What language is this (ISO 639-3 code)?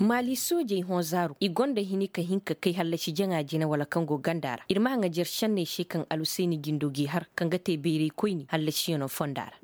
ses